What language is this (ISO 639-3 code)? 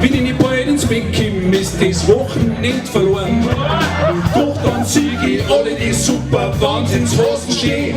bar